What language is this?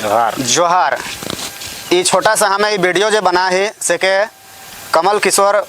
Sadri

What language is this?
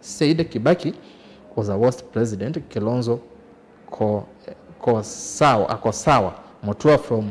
Kamba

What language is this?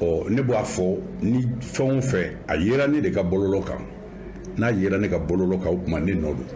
Bambara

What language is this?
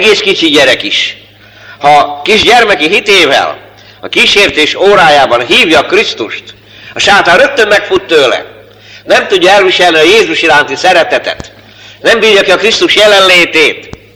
Hungarian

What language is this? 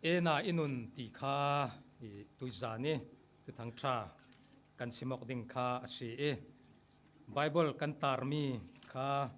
Falam Chin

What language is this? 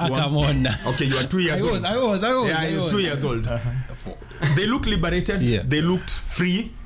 Swahili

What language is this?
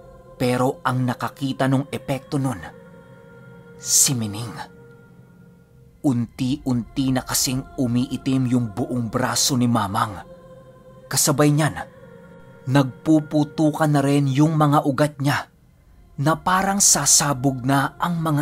Filipino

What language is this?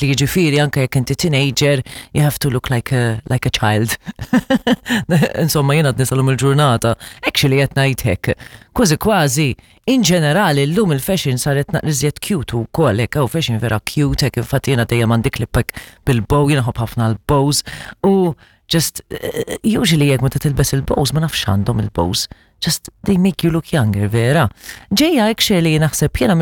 Maltese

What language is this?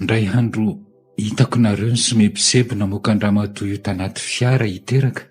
Malagasy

